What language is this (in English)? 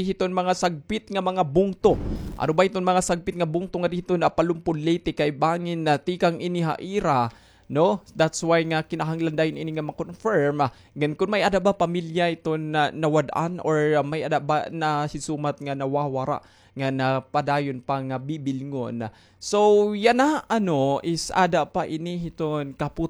Waray